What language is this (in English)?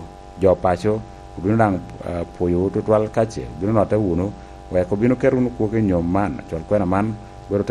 Lango (Uganda)